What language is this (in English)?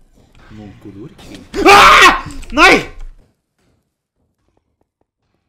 Norwegian